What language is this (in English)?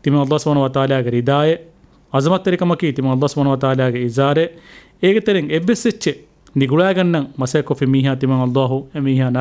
Divehi